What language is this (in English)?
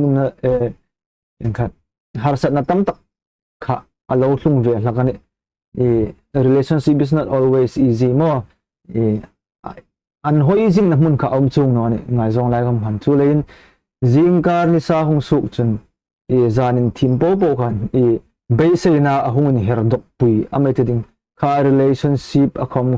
Hmar